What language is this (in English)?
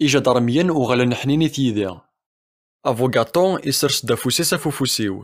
Kabyle